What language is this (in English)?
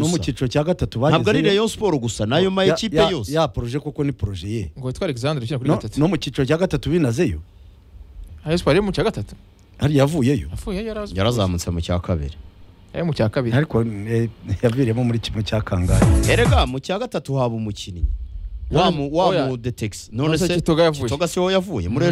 Kinyarwanda